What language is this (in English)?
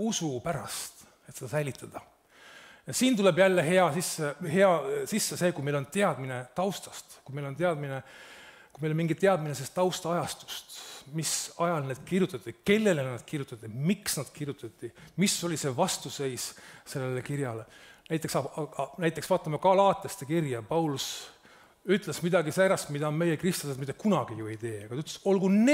Estonian